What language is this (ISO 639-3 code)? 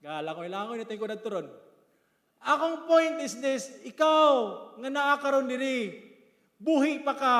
ceb